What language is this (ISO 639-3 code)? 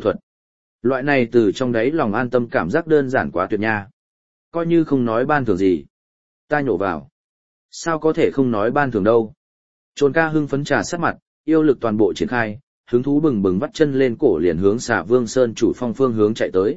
vie